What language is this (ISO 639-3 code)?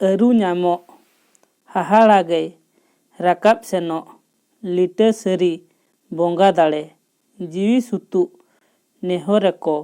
sat